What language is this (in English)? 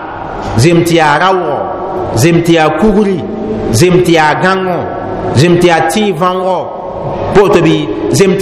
Mossi